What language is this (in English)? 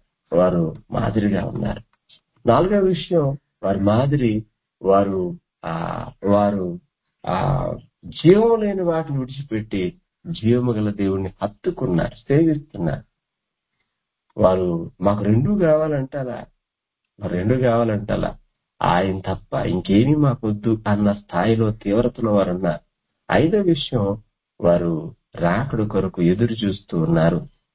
Telugu